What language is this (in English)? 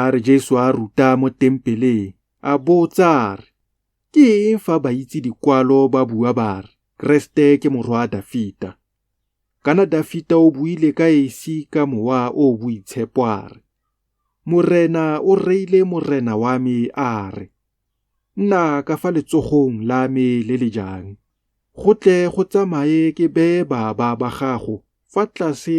Tswana